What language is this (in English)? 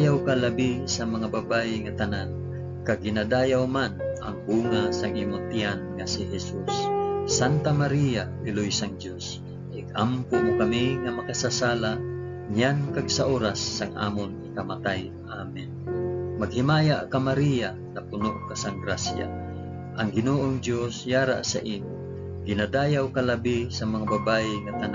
Hiligaynon